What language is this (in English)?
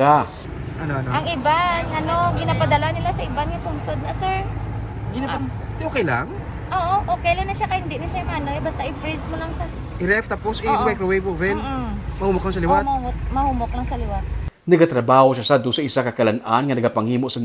Hiligaynon